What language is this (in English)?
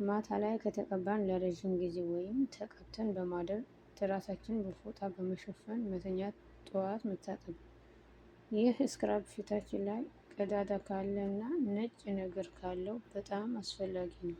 Amharic